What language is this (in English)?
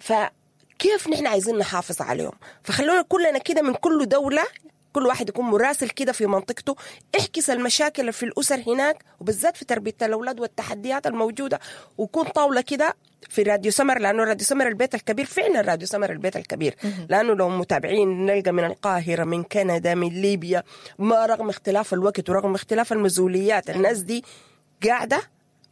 Sudanese Arabic